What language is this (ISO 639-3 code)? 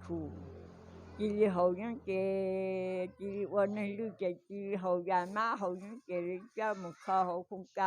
hmn